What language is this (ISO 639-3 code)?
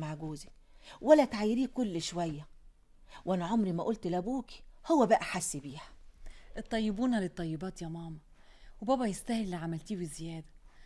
arz